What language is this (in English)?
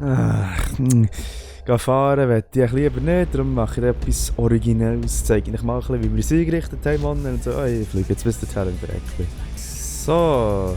Swiss German